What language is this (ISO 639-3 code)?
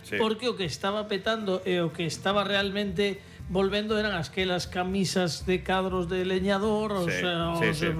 glg